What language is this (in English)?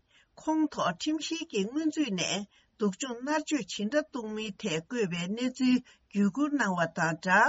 Tibetan